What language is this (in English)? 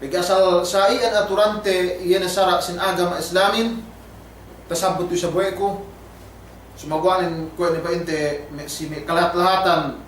Yakan